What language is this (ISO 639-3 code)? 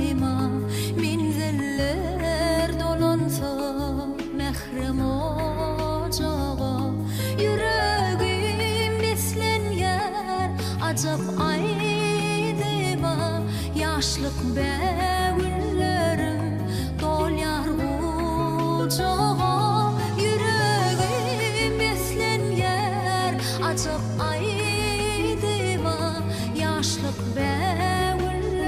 tuk